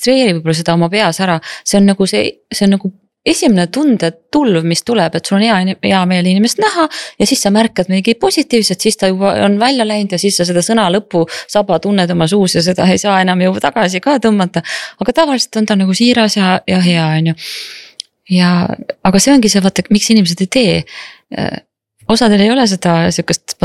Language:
Estonian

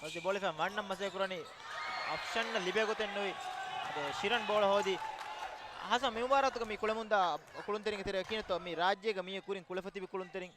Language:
Divehi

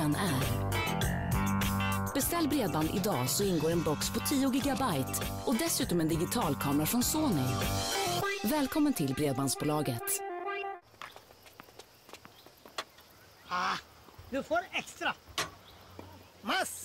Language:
Swedish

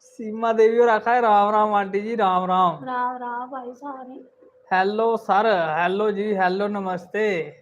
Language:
Dogri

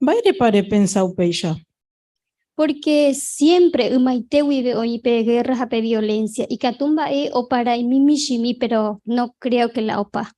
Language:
Guarani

